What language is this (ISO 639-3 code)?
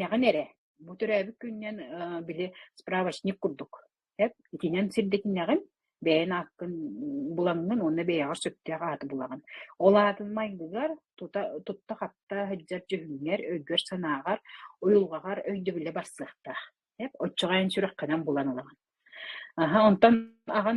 sah